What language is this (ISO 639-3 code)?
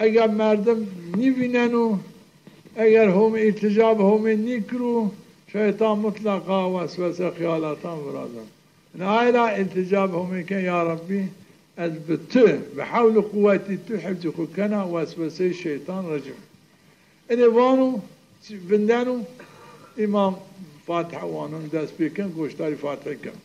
zza